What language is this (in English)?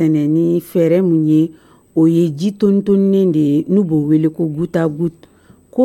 Dyula